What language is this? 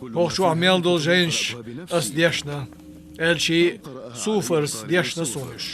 Chechen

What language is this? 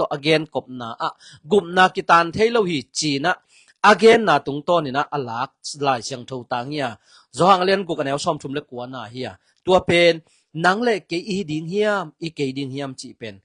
Tedim Chin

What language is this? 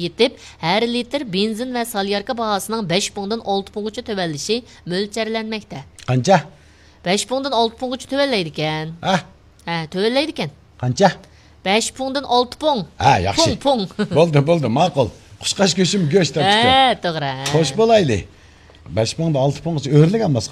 Uyghur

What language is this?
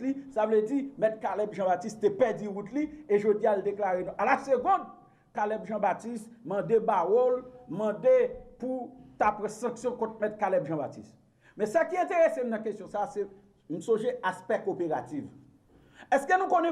Haitian Creole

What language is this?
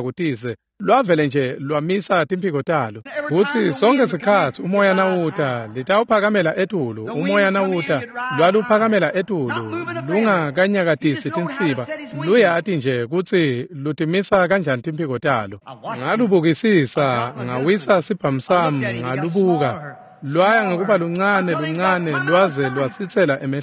Swati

